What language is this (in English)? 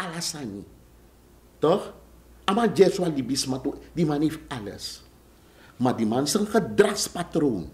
Sranan Tongo